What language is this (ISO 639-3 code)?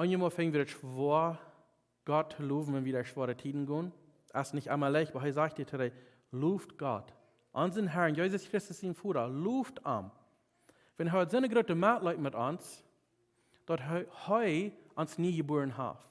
pdt